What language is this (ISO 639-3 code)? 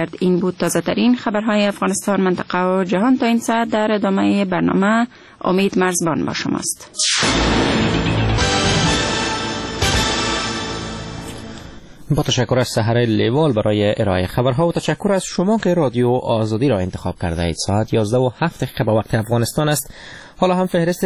fas